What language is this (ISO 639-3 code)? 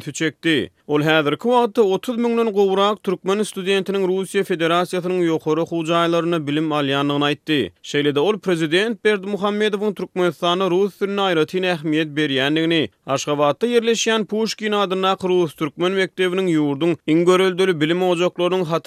tuk